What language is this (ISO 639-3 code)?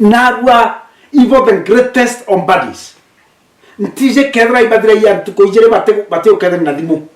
mer